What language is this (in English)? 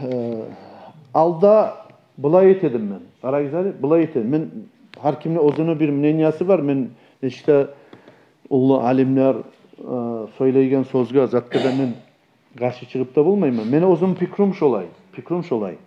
Kumyk